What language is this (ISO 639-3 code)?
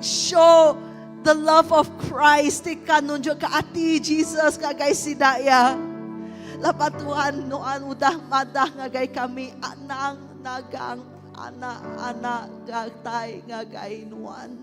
iba